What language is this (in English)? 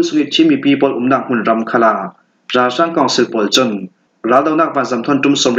Falam Chin